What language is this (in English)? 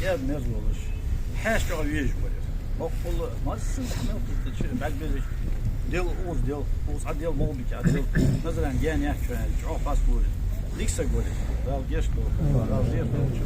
Ingush